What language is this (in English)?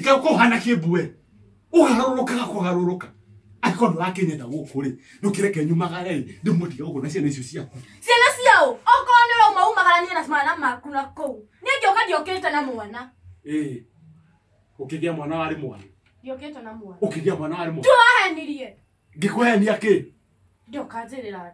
Kikuyu